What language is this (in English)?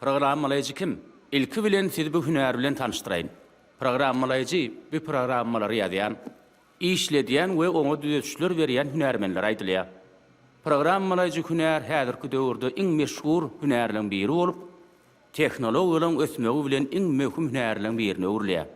Turkmen